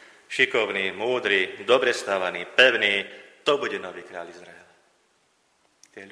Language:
Slovak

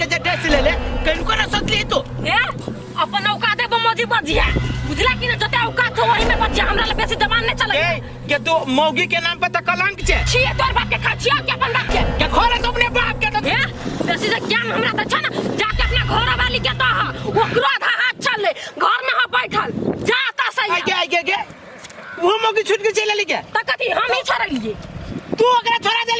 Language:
Maithili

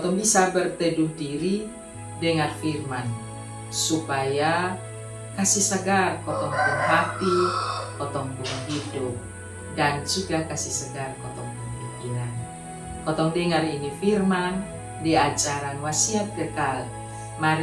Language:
Kupang Malay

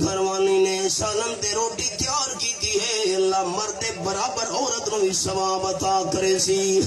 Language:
Saraiki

